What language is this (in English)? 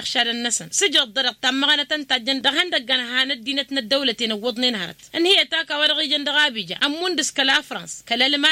Tamasheq